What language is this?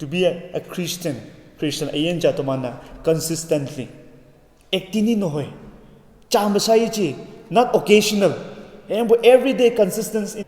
Konyak Naga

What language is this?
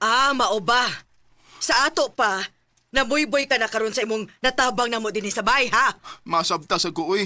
Cebuano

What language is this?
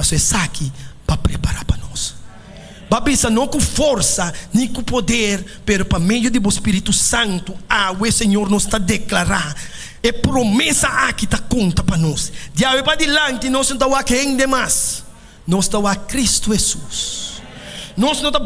Papiamento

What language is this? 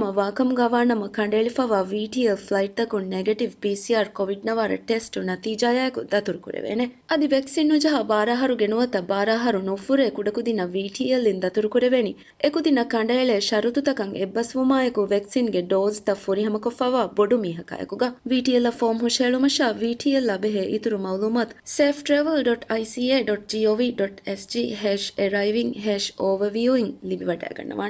Divehi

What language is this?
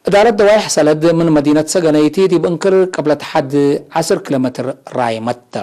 Tigre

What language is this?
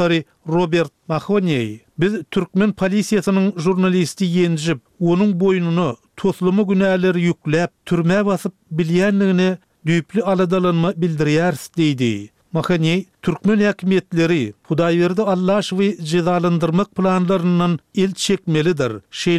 Turkmen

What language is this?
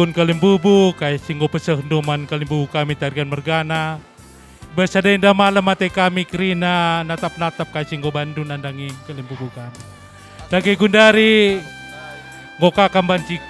Batak Karo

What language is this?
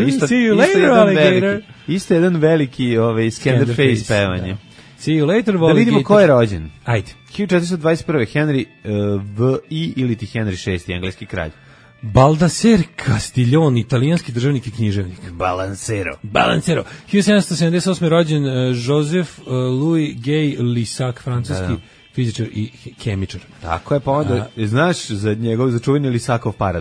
Serbian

